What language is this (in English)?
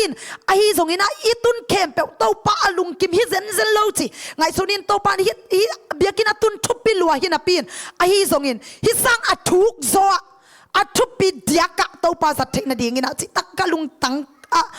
Tedim Chin